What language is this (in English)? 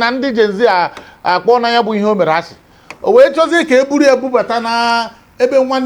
Igbo